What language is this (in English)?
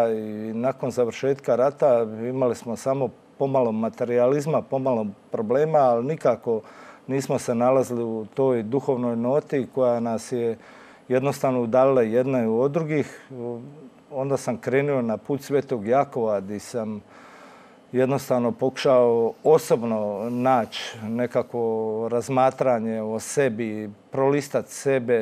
Croatian